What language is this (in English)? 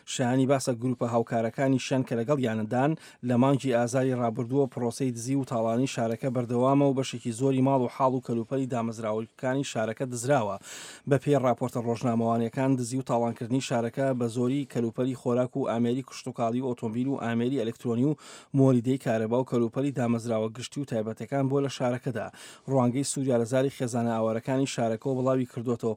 Central Kurdish